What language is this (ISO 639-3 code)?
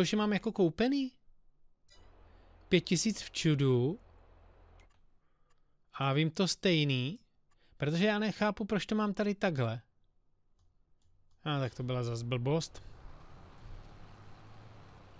ces